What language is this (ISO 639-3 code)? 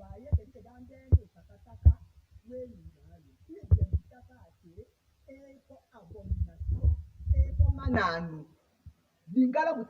tll